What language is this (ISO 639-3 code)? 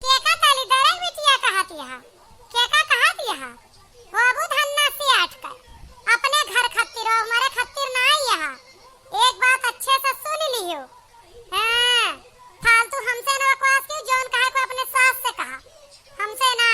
awa